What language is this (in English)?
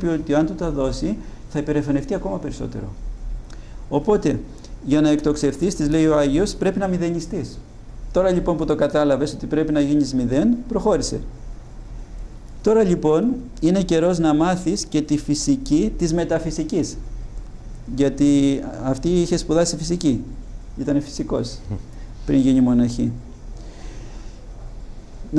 Greek